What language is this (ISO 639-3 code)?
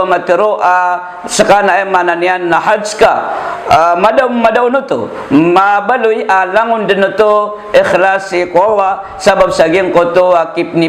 mrw